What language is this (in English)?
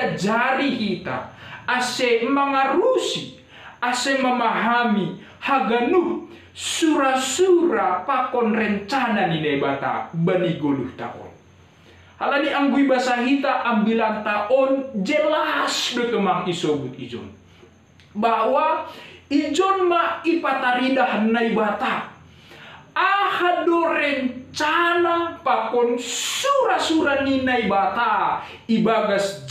Batak Simalungun